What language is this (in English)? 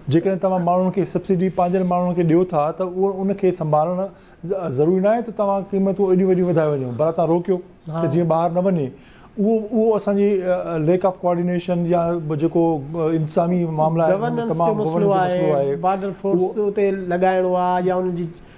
Sindhi